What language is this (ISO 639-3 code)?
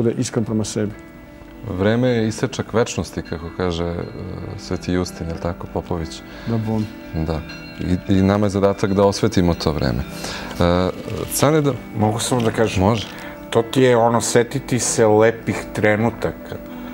srp